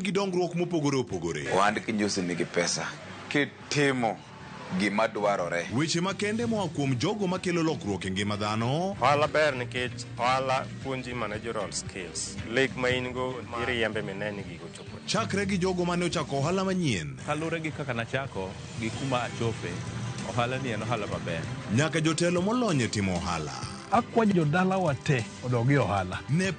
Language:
Luo (Kenya and Tanzania)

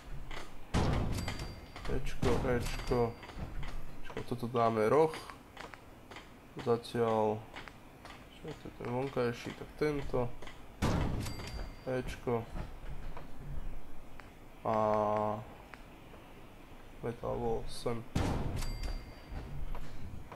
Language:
Slovak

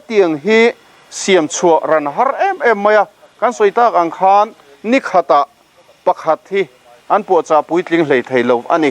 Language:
Mizo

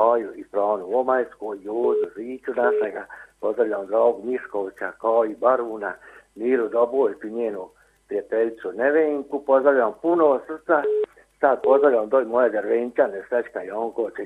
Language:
Croatian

